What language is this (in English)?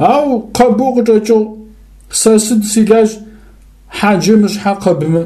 Adyghe